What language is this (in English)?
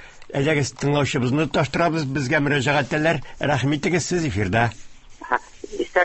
Tatar